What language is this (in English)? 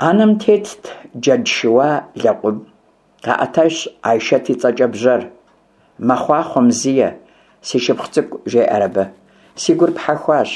Kabardian